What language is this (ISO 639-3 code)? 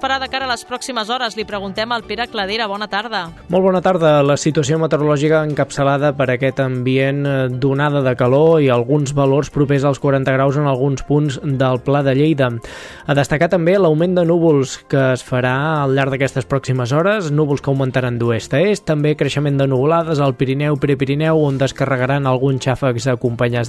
cat